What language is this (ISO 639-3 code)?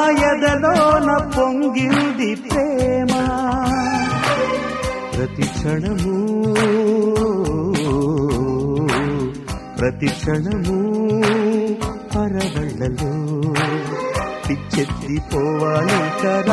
tel